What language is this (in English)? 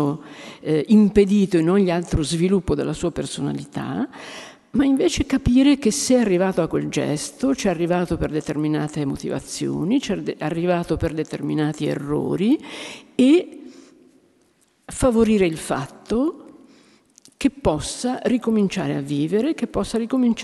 Italian